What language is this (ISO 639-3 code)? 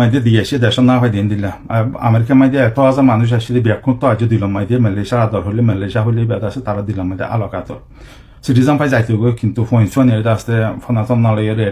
rhg